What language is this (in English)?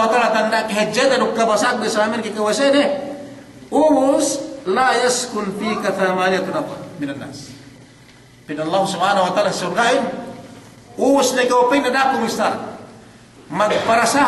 Yakan